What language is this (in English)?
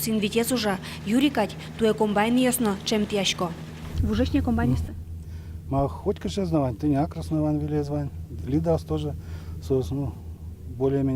Udmurt